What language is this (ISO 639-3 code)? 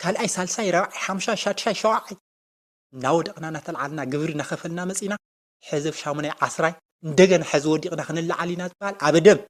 tir